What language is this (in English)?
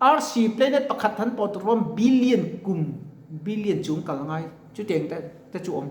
Mizo